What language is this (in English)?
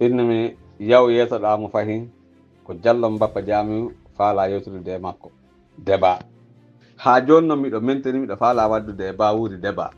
Pular